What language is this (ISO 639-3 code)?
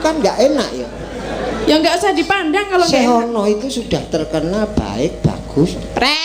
jav